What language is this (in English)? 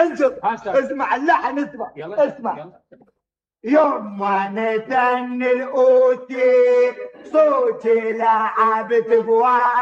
Mesopotamian Arabic